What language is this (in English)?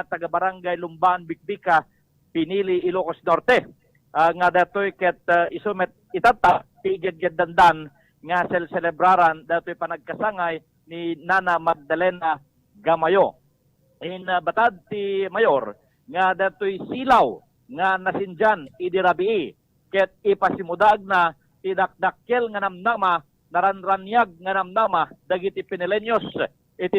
Iloko